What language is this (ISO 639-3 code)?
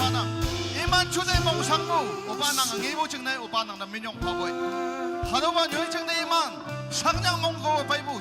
nag